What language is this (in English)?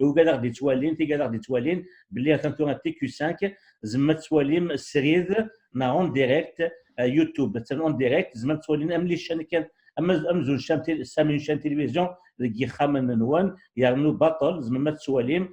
Kabyle